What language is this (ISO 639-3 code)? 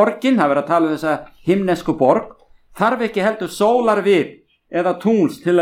isl